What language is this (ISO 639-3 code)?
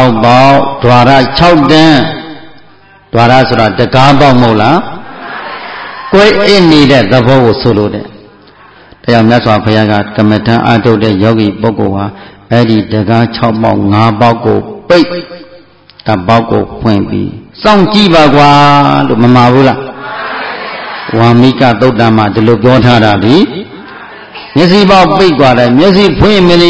mya